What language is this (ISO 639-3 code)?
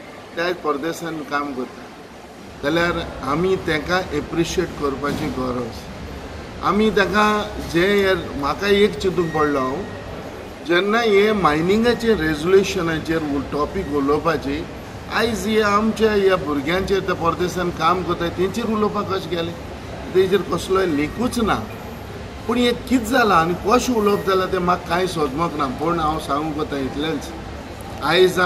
kok